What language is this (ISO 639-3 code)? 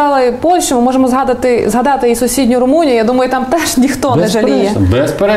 ukr